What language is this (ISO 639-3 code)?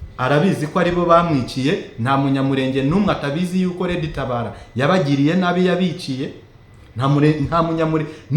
run